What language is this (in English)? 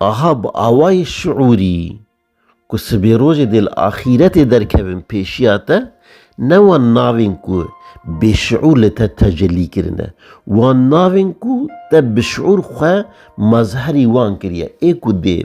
Kurdish